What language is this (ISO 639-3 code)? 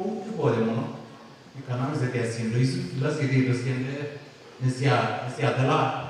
kam